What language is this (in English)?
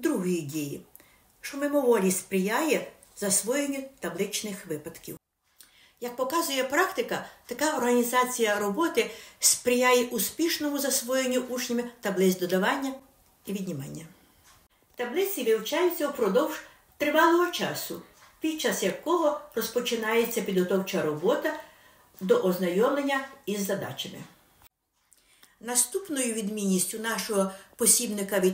Ukrainian